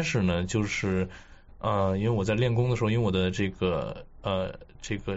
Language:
Chinese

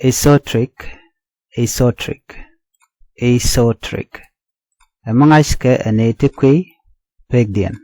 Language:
Nuer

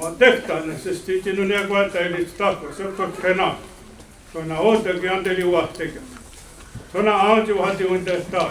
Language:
Mohawk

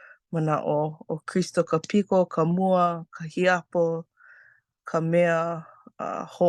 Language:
Hawaiian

